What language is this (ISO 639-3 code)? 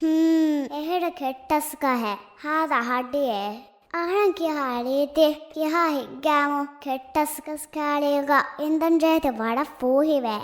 div